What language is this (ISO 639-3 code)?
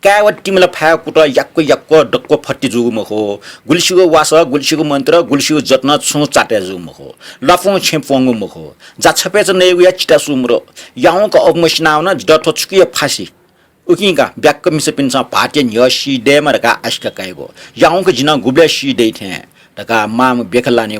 new